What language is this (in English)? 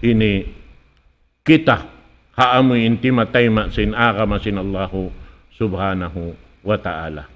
Tausug